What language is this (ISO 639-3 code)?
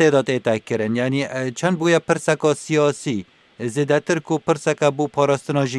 kur